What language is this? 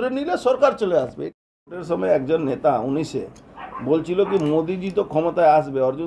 Bangla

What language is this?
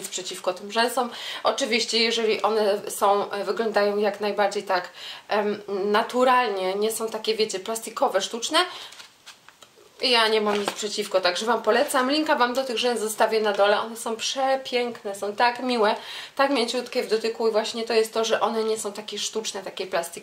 Polish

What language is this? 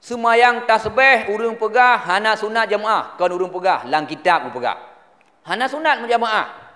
Achinese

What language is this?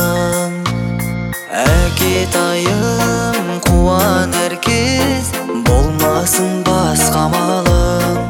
Kazakh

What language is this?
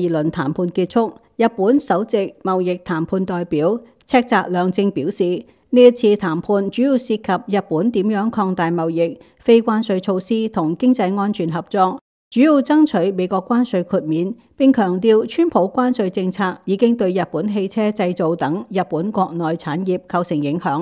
Cantonese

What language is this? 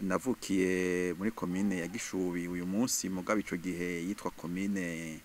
Rundi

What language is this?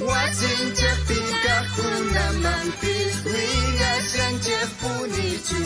South Bolivian Quechua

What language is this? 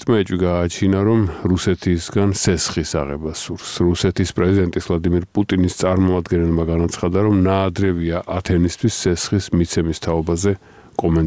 Georgian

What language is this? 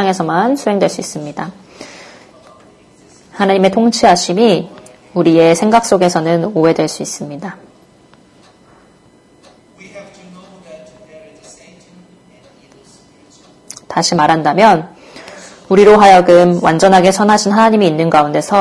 Korean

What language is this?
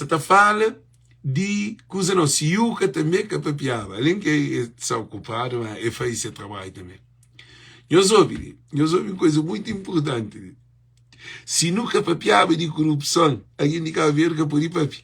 Kabuverdianu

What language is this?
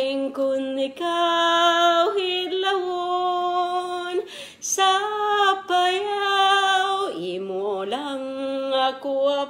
Kinaray-a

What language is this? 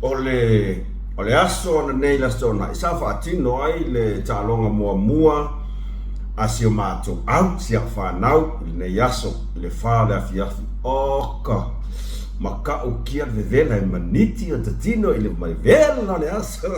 Samoan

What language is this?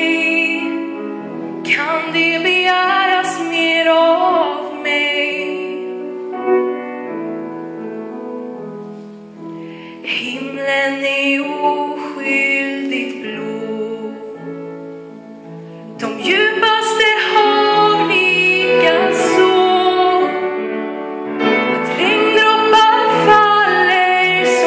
Swedish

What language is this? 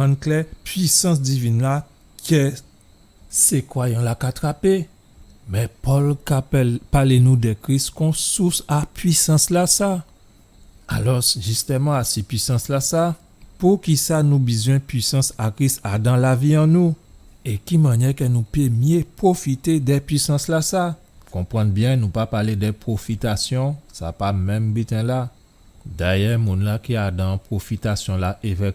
Guadeloupean Creole French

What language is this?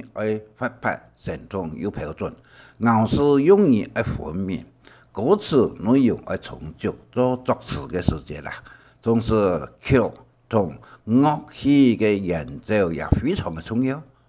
Hakka Chinese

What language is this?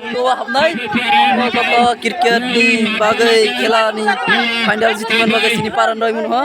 Kok Borok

